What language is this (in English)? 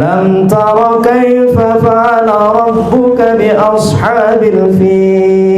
Sasak